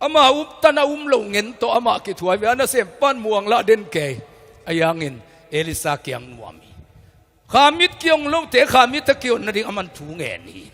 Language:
Tedim Chin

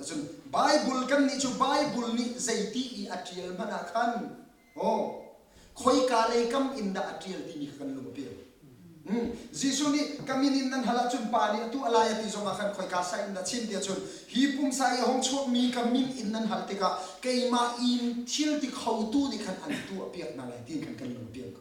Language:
Hakha Chin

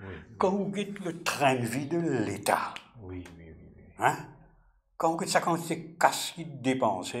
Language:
Morisyen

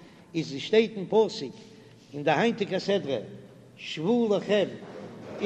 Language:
Yiddish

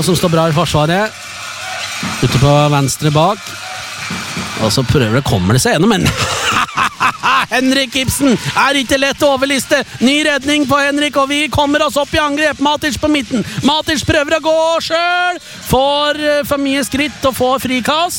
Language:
Norwegian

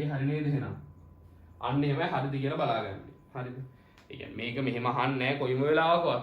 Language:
Sinhala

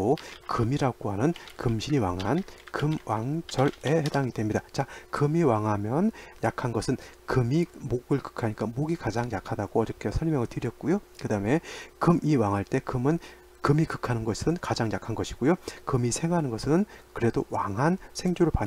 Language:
Korean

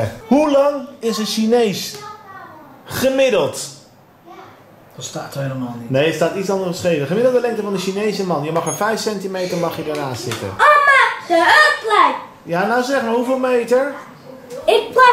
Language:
Dutch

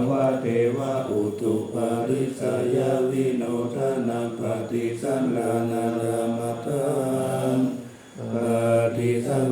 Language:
Pali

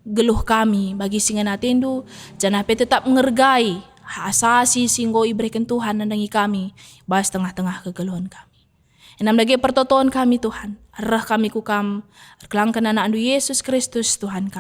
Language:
Batak Karo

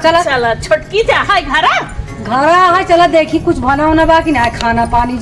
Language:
Awadhi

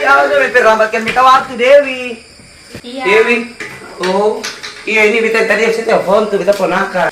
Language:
Ambonese Malay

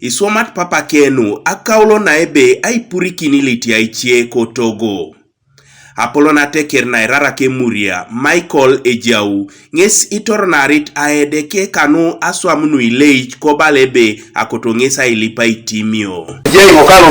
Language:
Teso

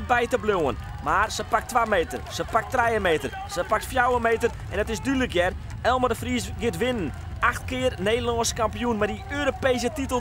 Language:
Western Frisian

